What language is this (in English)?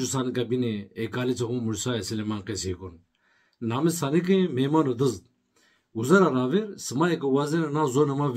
Zaza